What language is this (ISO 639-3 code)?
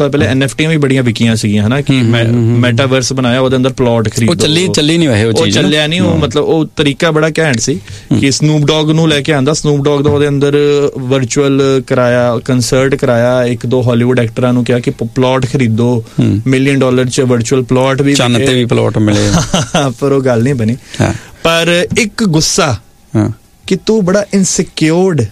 pan